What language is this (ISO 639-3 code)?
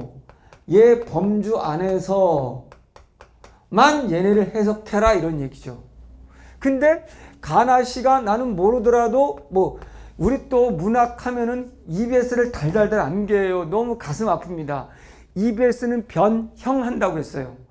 kor